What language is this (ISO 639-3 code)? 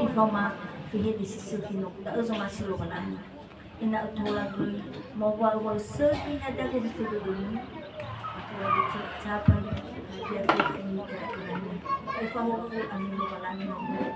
nia